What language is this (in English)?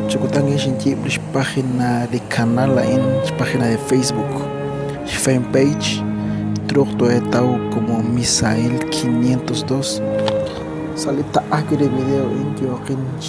Kekchí